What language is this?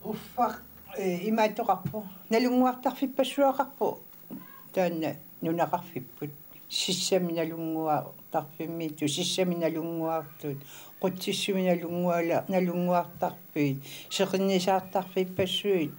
Kalaallisut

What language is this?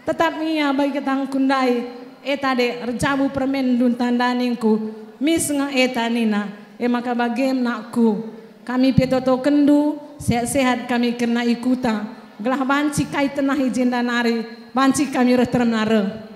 Batak Karo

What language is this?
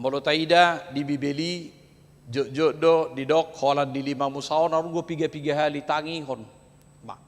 Batak Toba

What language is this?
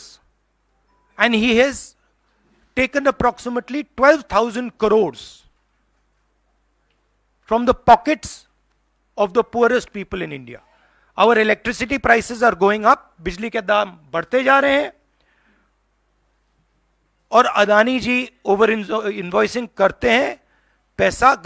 Punjabi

